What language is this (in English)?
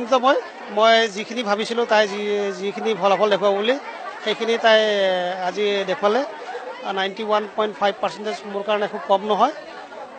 Assamese